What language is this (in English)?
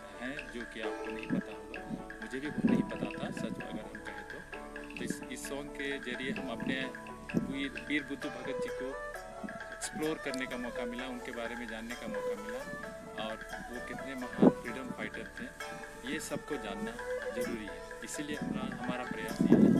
Hindi